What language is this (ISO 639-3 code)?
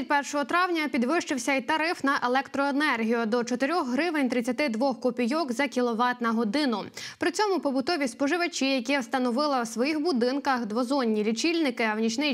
ukr